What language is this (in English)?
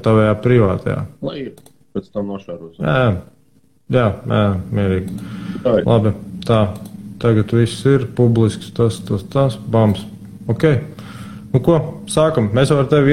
Latvian